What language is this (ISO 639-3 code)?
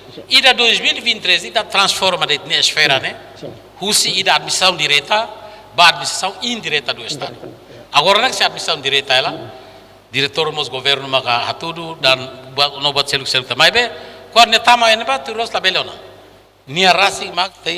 tet